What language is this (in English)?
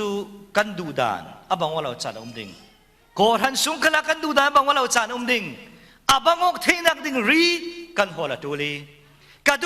Falam Chin